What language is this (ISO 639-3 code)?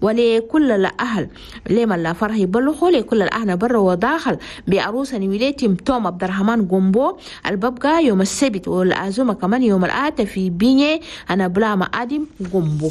shu